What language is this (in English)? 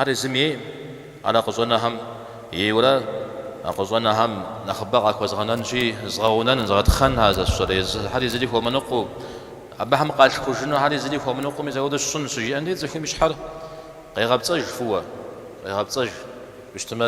Kabardian